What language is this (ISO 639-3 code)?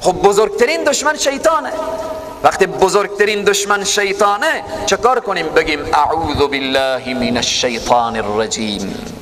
fas